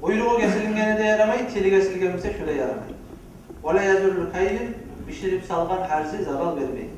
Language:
Kumyk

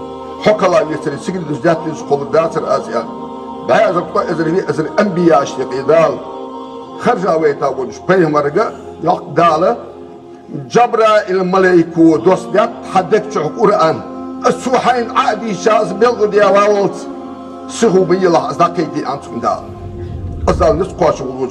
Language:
Ingush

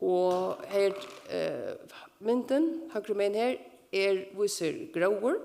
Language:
Faroese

